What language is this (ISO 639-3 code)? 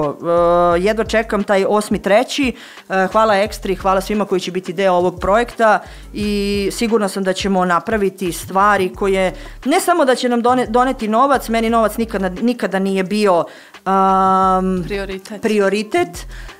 hrv